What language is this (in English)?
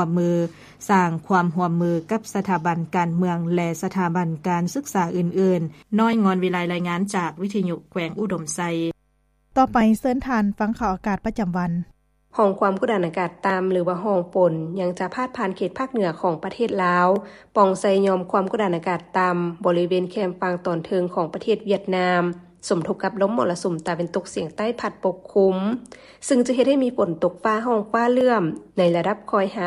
Lao